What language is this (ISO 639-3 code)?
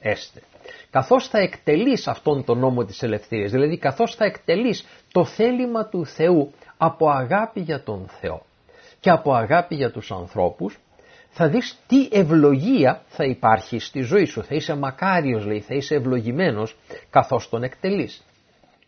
ell